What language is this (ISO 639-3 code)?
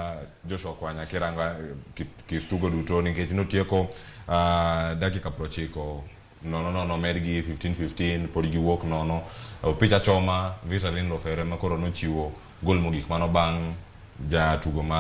luo